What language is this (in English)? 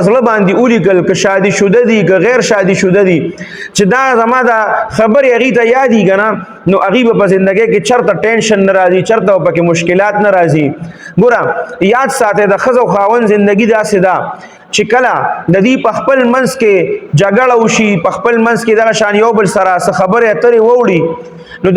Pashto